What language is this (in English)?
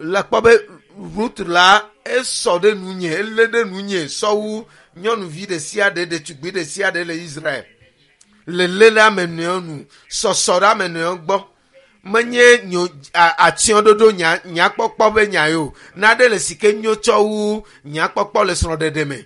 Ewe